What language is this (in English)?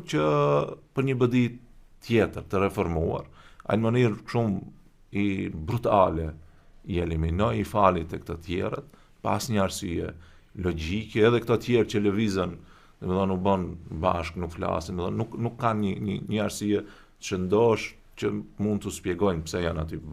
Albanian